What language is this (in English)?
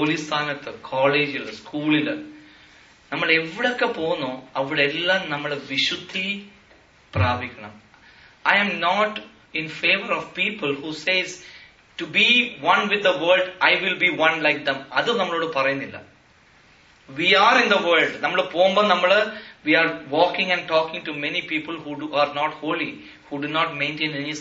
Malayalam